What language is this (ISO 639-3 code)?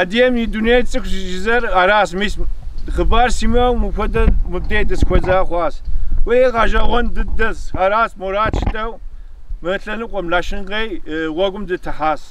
kbd